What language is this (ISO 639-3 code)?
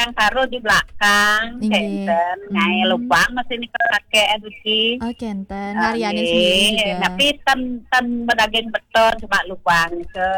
ban